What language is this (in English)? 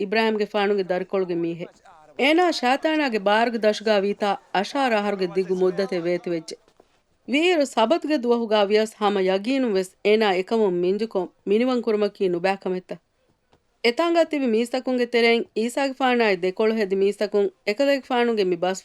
Divehi